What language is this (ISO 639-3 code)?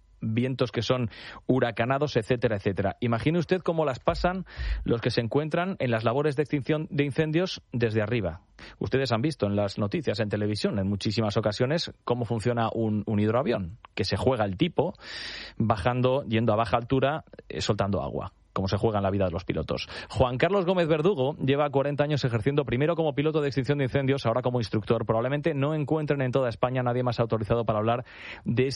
spa